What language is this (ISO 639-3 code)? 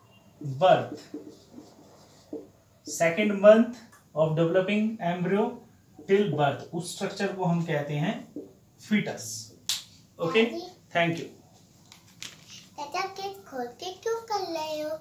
hin